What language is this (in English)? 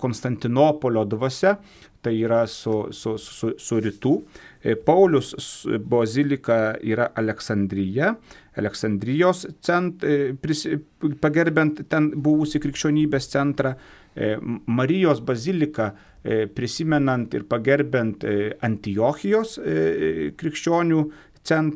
Lithuanian